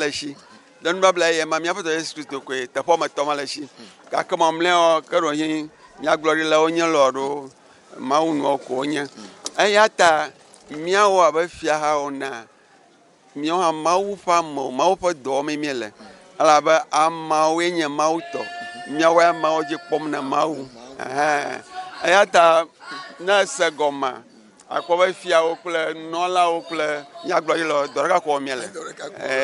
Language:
Ewe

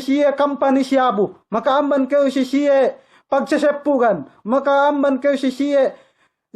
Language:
Yakan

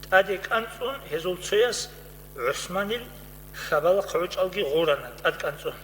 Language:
Avaric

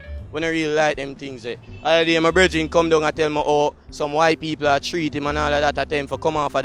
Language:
Jamaican Creole English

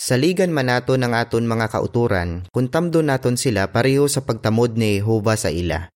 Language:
Hiligaynon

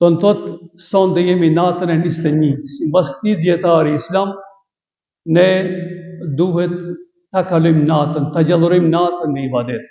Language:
Albanian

